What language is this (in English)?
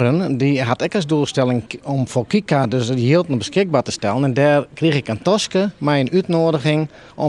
Western Frisian